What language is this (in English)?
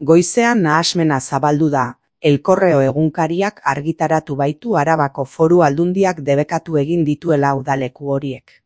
Basque